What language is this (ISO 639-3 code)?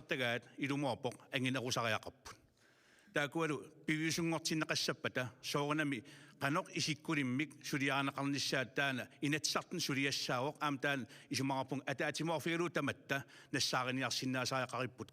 kal